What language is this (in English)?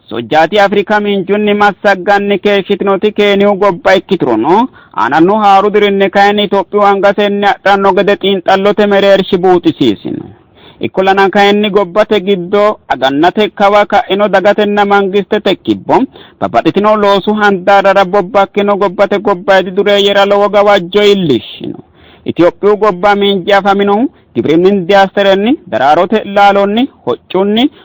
Sidamo